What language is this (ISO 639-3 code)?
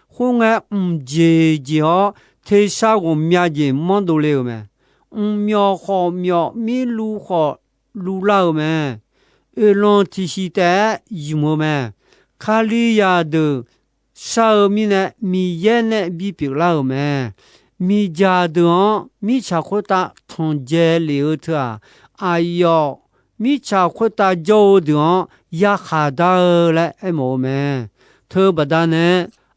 ahk